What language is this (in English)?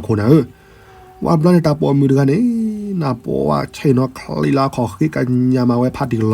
S'gaw Karen